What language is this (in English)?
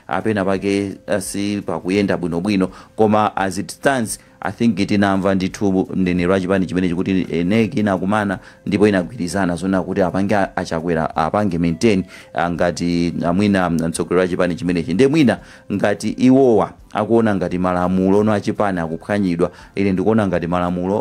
Nyanja